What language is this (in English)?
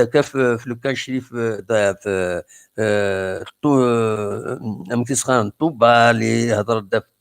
Kabyle